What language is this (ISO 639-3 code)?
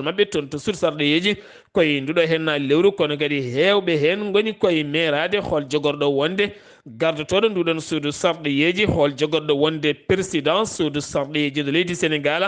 ful